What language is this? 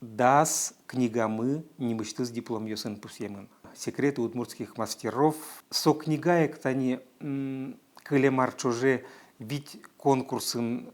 Udmurt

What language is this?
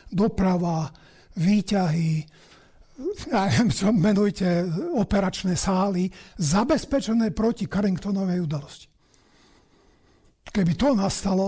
Slovak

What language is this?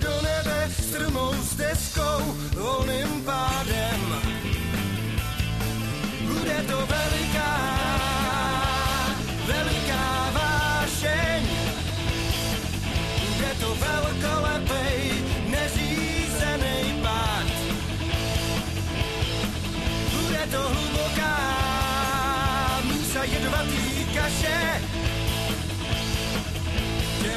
Czech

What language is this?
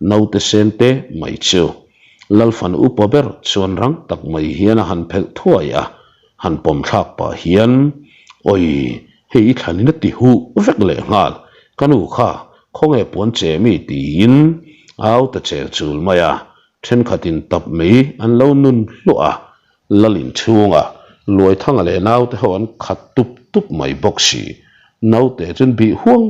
Mizo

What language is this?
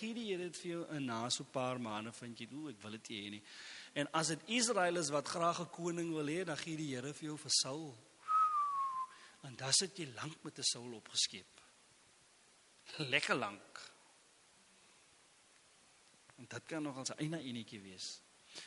Afrikaans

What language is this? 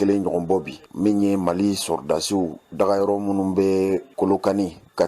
Bambara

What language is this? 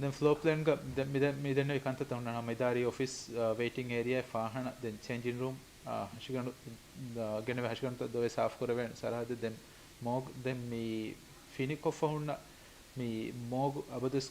Divehi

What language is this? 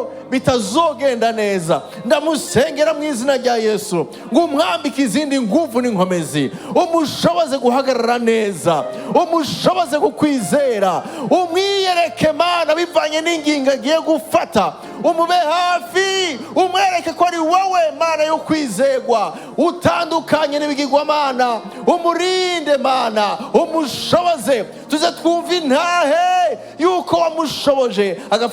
Rundi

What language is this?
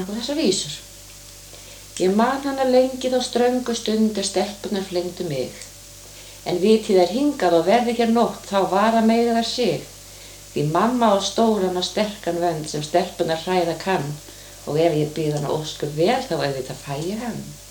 Icelandic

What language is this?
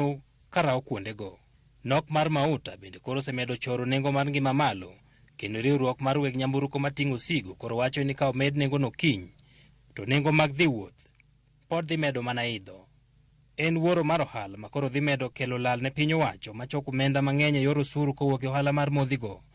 Luo (Kenya and Tanzania)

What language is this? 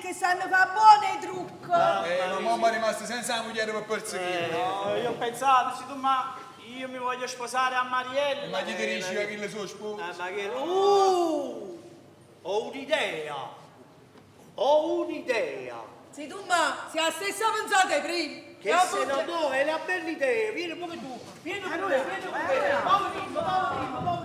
Neapolitan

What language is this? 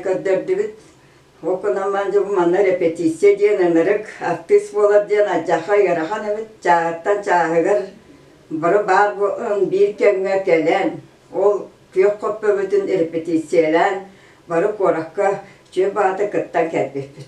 Yakut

